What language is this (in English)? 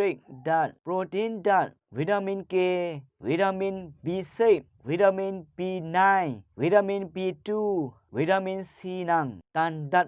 Rawang